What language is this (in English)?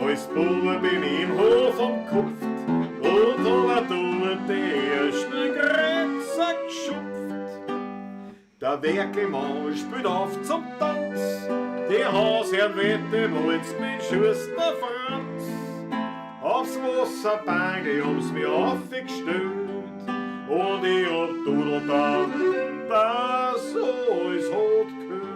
Bavarian